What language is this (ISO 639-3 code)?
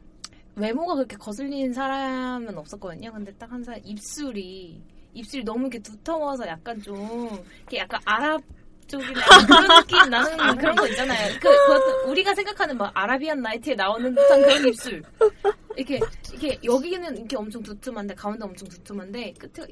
kor